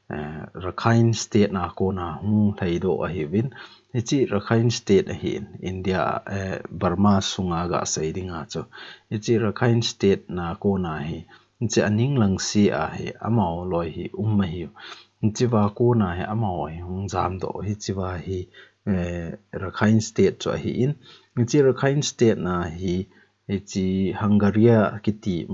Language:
Thado Chin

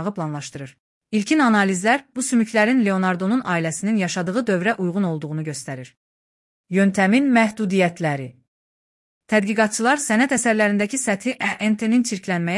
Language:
Azerbaijani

